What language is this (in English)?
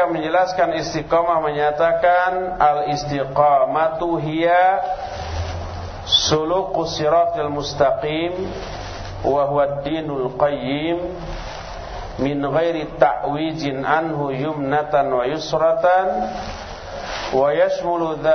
Indonesian